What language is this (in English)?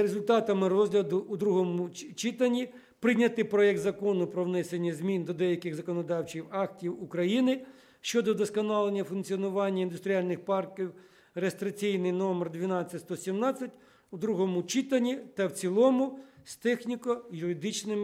Ukrainian